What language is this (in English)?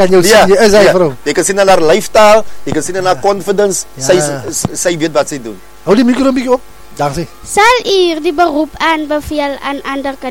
Afrikaans